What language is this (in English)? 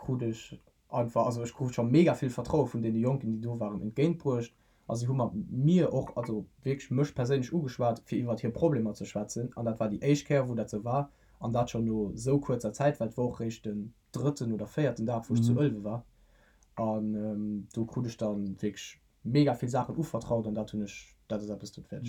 Luxembourgish